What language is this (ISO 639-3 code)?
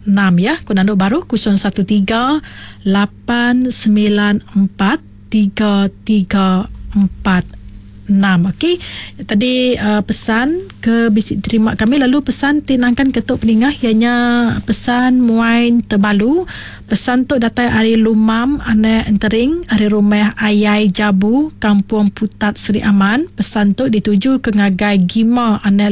iba